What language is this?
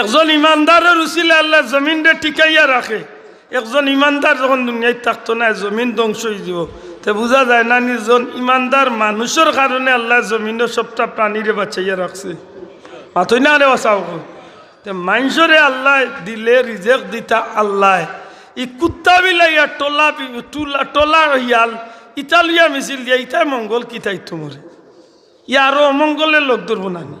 Sylheti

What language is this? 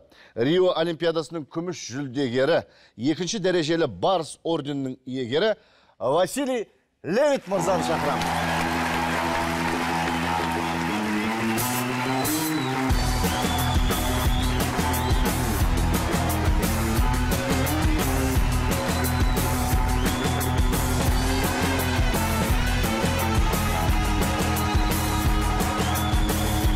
Kazakh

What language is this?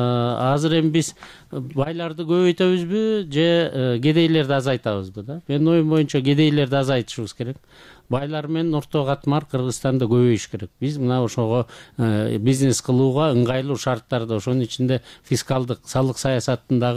Kyrgyz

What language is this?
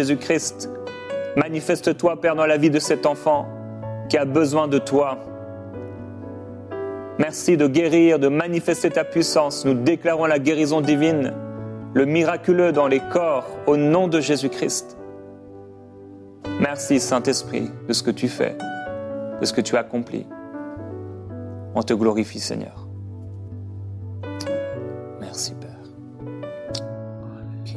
French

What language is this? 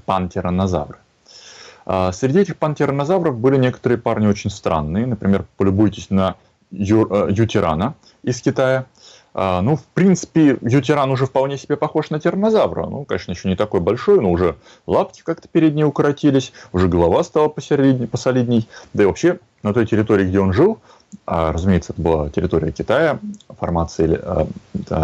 Russian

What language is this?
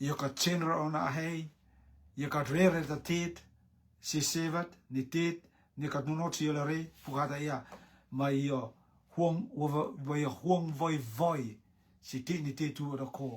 Rotuman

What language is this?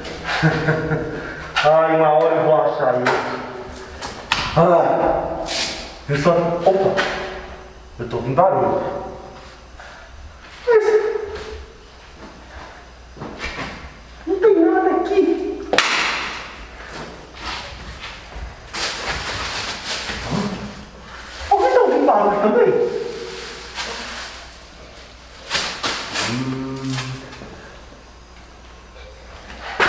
Portuguese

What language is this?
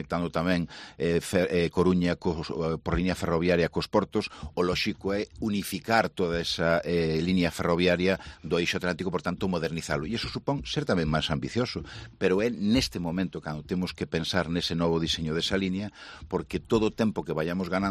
Galician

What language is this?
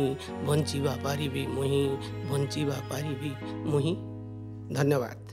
Odia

